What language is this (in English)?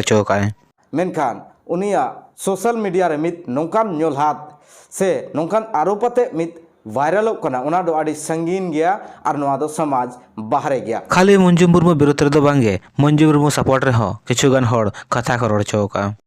Santali